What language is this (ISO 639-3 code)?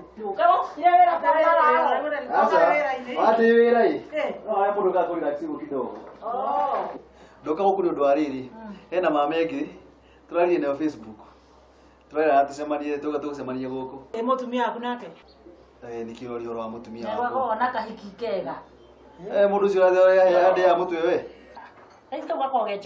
kik